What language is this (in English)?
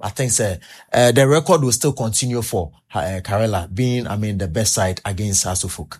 Akan